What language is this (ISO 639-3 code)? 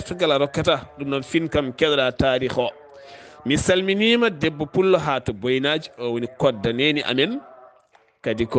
ful